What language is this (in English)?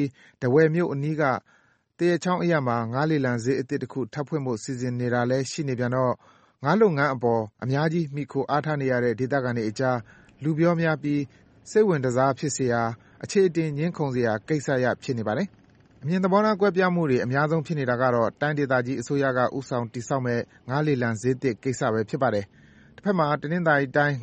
Burmese